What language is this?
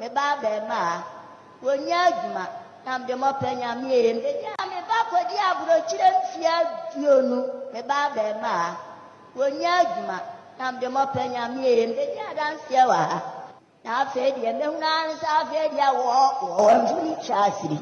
Akan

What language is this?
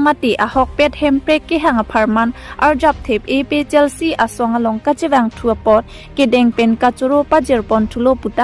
Karbi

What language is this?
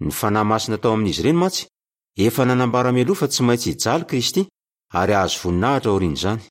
Malagasy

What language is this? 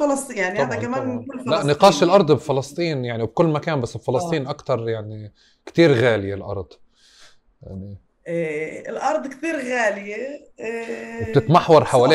North Levantine Arabic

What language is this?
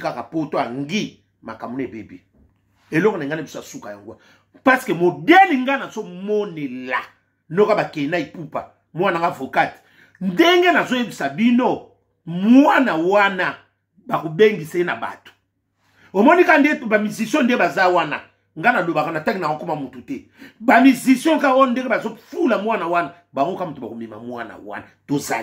Lingala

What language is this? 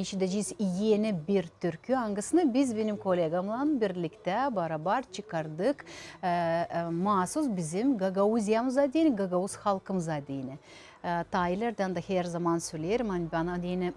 Gagauz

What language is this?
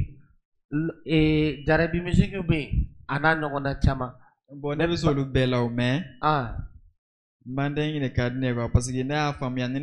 Bambara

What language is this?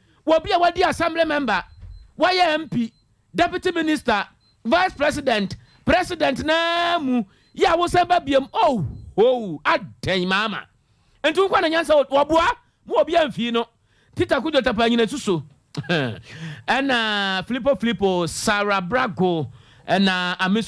Akan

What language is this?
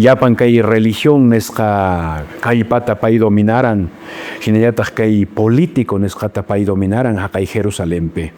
Quechua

